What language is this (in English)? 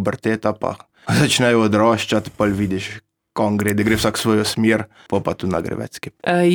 Slovenian